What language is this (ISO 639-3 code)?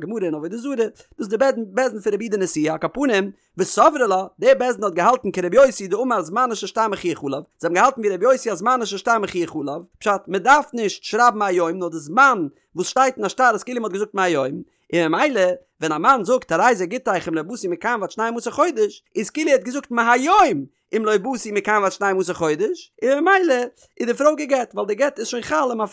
yid